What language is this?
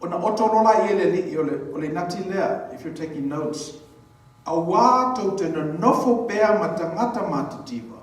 Samoan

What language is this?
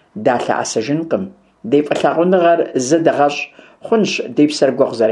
Kabardian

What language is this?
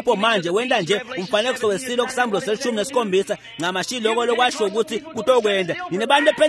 Swati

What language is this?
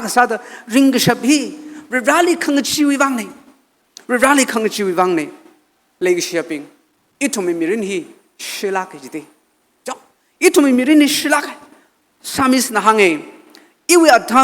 Tangkhul Naga (India)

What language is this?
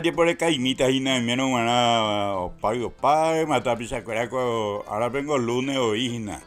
Guarani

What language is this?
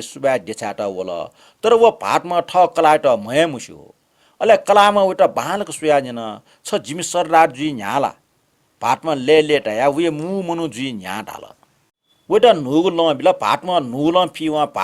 Newari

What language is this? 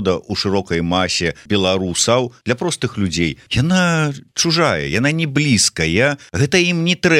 Belarusian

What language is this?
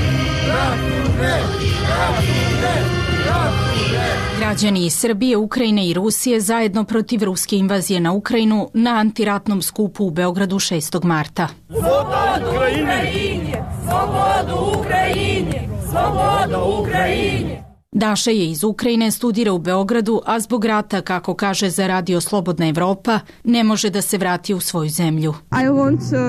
Serbian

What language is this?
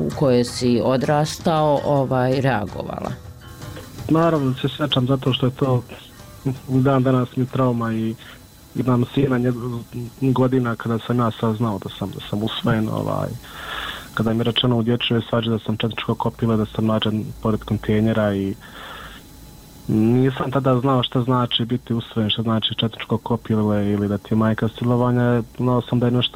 Bosnian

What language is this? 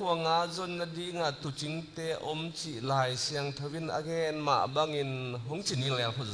Tedim Chin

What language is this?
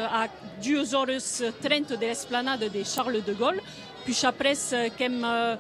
Occitan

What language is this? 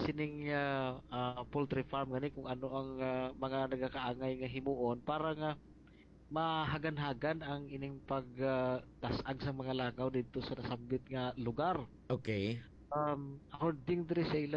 Hiligaynon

